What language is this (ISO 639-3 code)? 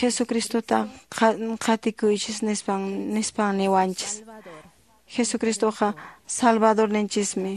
que